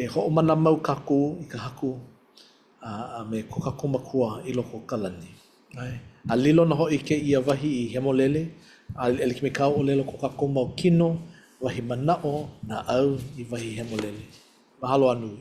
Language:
Hawaiian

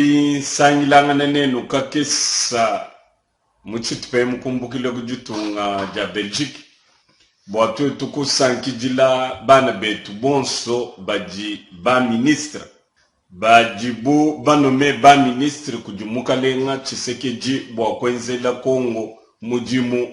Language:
Luba-Lulua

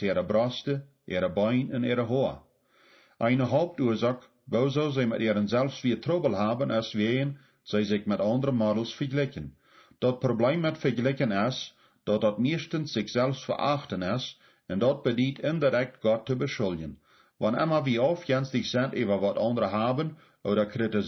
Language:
Plautdietsch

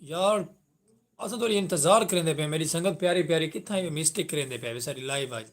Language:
Saraiki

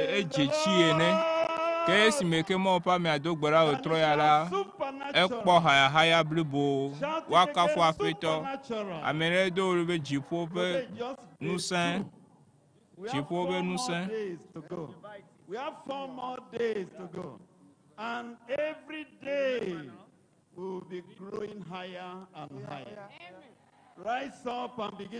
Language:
Ewe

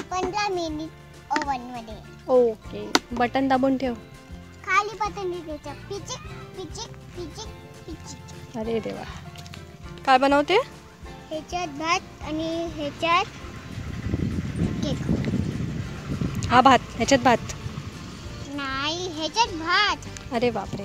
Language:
Marathi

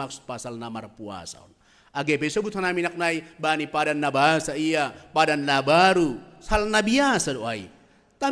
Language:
Batak Simalungun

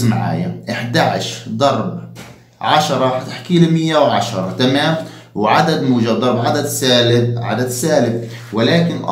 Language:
South Levantine Arabic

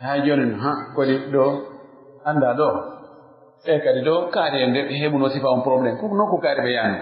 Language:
Pular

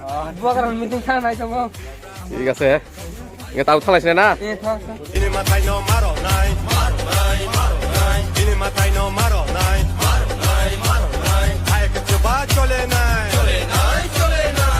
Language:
Kok Borok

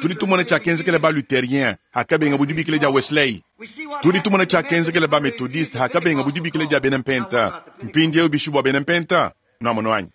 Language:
Luba-Lulua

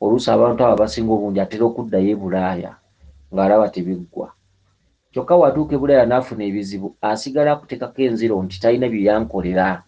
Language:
Ganda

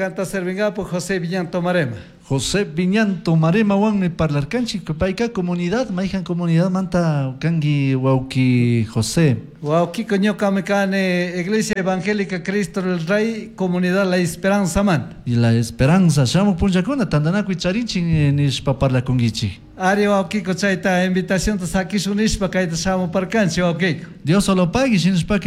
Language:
Chimborazo Highland Quichua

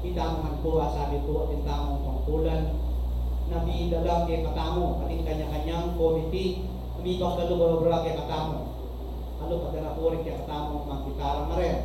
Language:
Pampanga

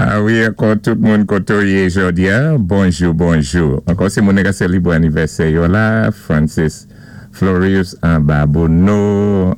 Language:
Saint Lucian Creole French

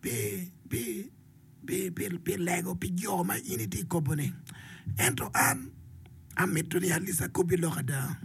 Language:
Acoli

